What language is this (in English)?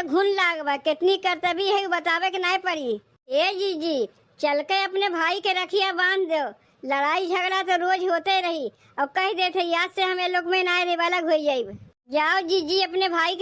Awadhi